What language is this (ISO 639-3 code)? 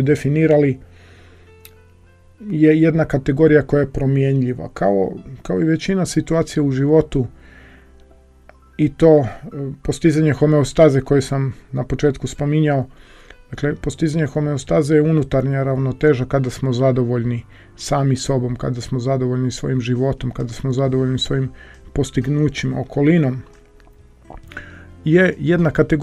hrv